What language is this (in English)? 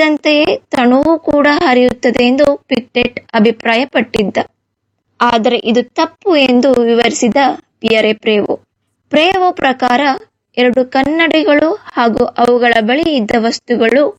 Kannada